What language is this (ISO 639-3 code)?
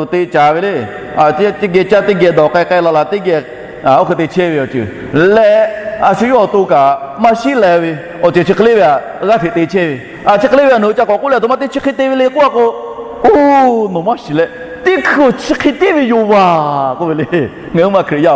lhu